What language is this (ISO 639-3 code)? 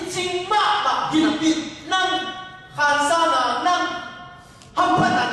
ctd